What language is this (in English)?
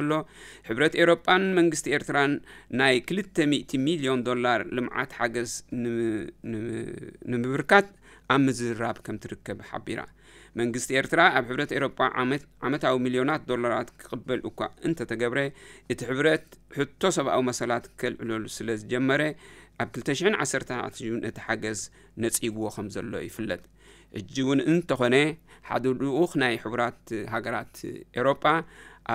Tigrinya